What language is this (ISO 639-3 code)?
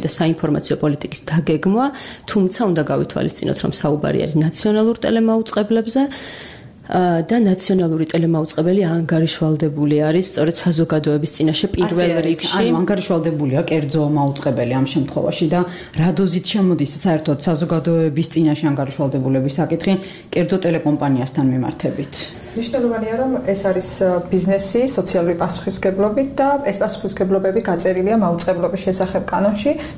kat